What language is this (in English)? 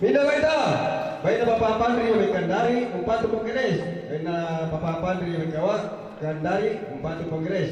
Toraja-Sa'dan